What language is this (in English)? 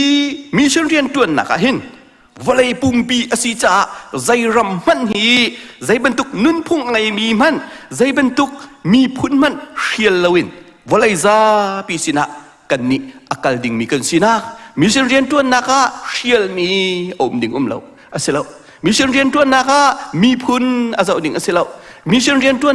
Hakha Chin